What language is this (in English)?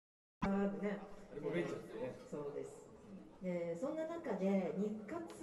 Japanese